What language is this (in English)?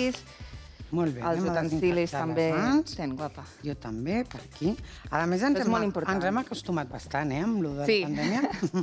Catalan